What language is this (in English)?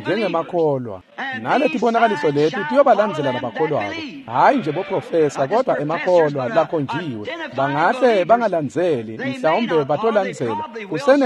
Swati